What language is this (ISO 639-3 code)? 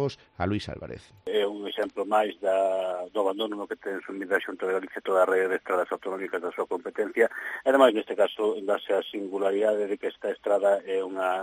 glg